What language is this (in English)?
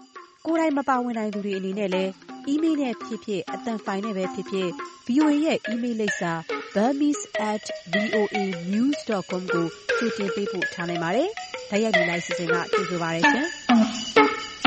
Burmese